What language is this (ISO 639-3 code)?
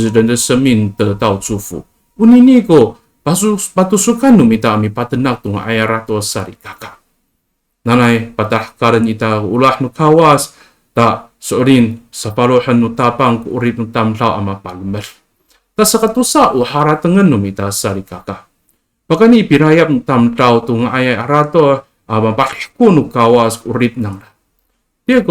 ami